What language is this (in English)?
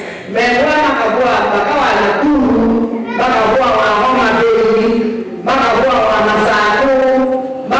Kamba